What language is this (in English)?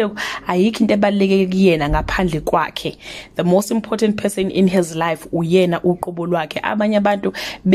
Zulu